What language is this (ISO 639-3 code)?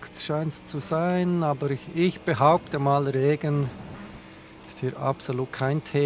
gsw